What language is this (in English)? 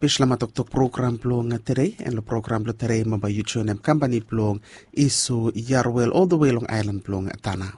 Bislama